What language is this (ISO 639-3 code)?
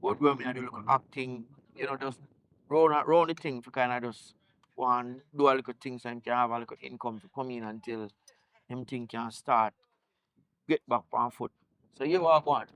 jam